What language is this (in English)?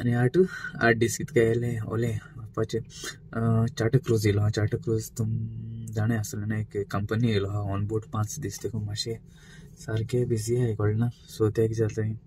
Konkani